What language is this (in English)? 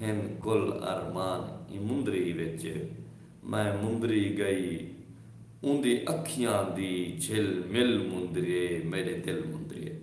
Saraiki